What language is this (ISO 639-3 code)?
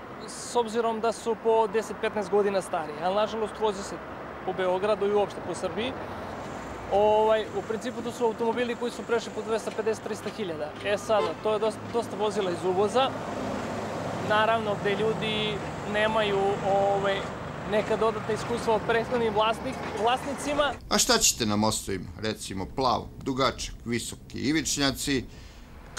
srp